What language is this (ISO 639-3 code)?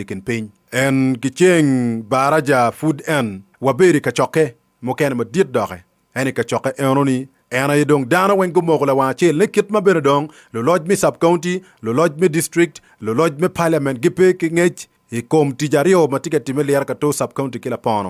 ach